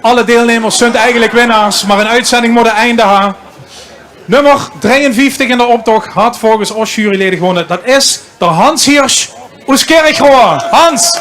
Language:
Limburgish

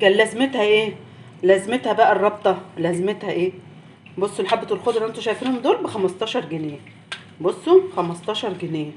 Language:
Egyptian Arabic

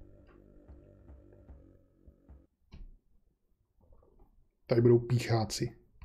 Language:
Czech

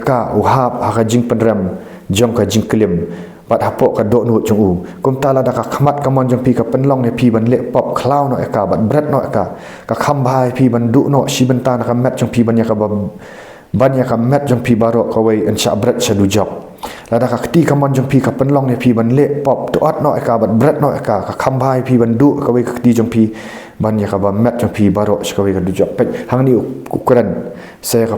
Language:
Khasi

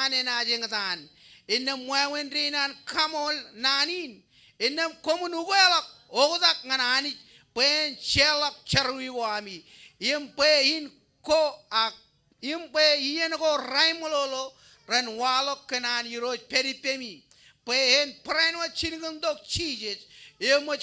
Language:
Marshallese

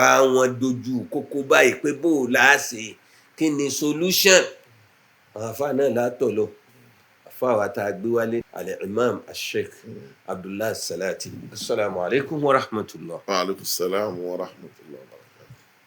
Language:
Yoruba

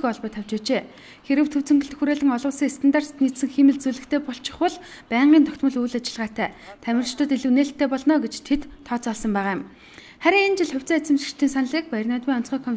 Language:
Mongolian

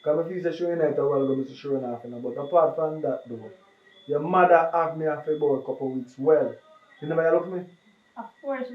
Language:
Jamaican Creole English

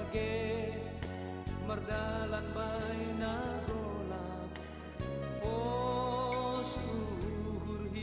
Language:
Batak Simalungun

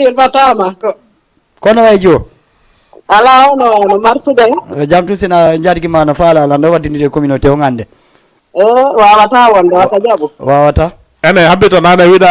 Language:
Fula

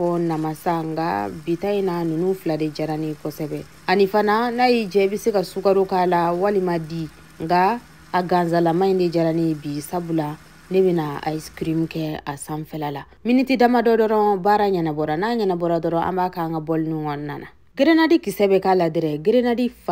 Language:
Bambara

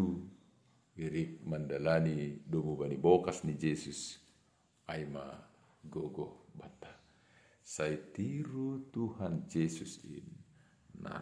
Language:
Batak Simalungun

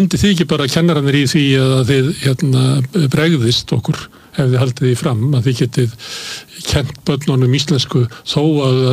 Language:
Icelandic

